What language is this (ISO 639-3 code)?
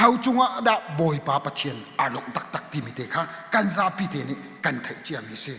cnh